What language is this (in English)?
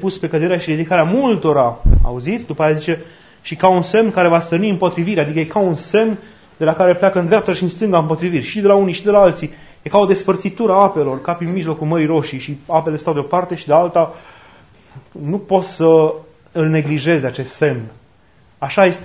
Romanian